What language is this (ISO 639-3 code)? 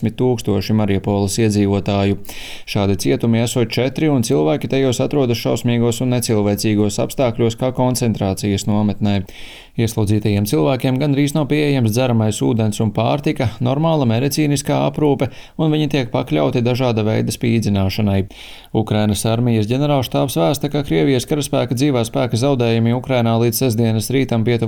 lav